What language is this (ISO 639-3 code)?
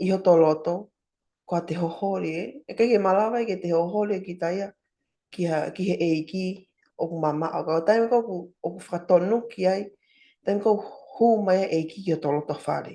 ton